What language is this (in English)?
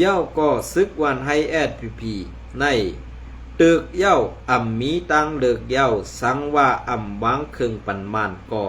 Shan